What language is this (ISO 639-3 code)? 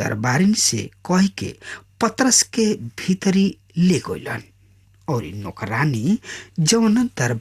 bho